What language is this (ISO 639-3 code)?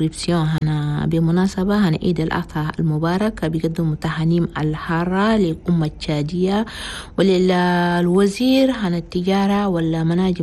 shu